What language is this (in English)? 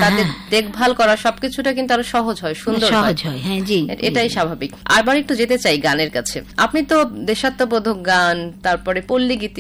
Bangla